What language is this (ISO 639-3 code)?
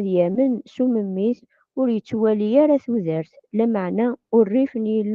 kab